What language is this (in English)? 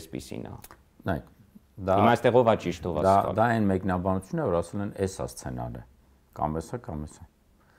Armenian